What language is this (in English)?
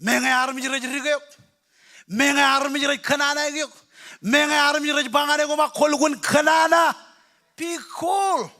Marshallese